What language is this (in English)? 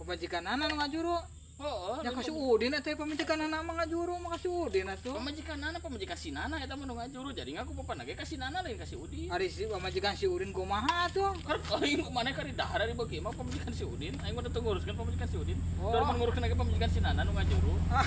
Sundanese